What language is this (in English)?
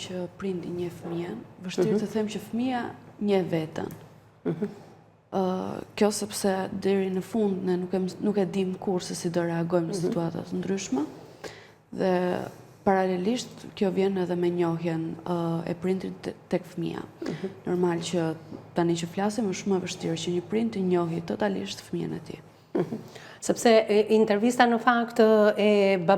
Albanian